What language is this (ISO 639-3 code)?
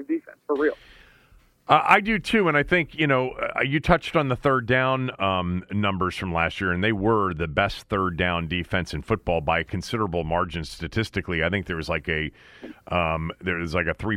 eng